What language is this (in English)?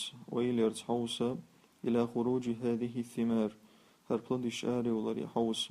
Chechen